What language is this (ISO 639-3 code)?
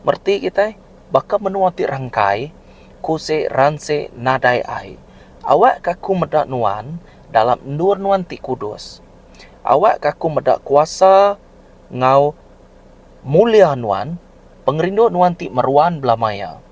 iba